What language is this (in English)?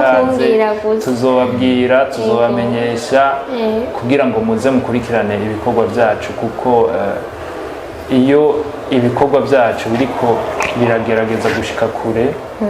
Rundi